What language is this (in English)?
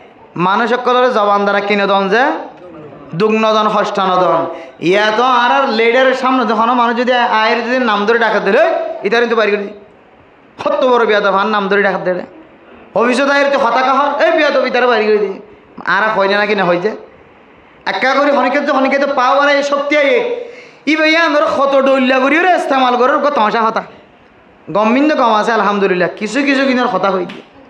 Rohingya